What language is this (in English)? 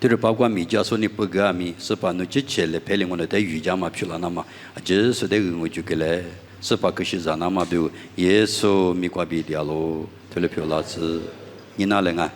Lisu